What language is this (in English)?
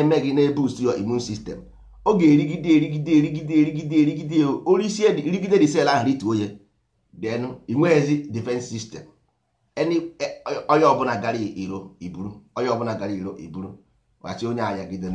Igbo